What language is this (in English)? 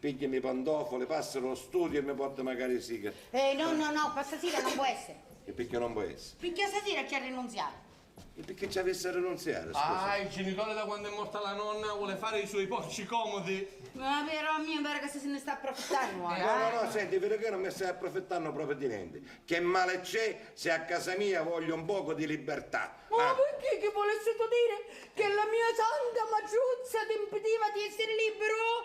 Sicilian